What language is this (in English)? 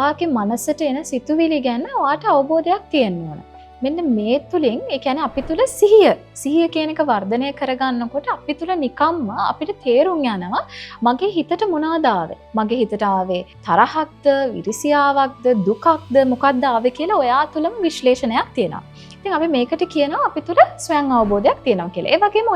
Sinhala